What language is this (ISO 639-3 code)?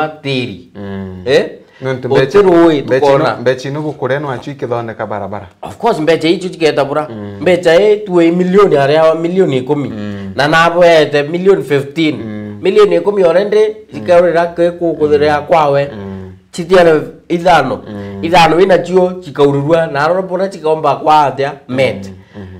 mer